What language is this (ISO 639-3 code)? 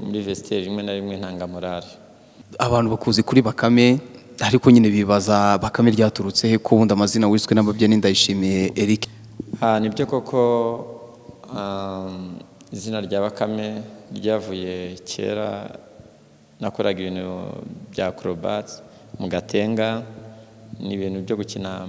kin